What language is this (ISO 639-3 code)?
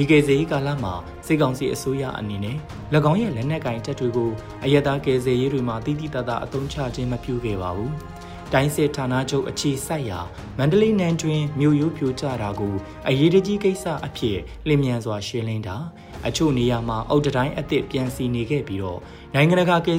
mya